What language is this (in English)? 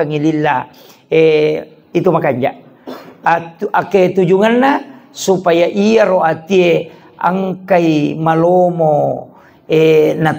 Buginese